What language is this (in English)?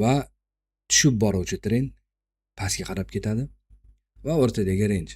Uzbek